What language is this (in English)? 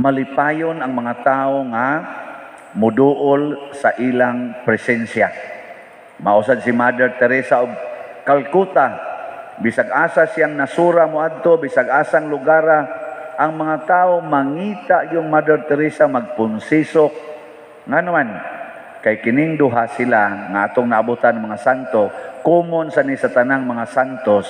Cebuano